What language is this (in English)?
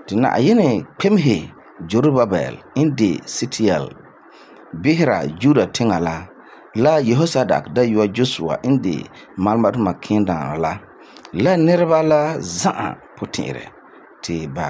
Frafra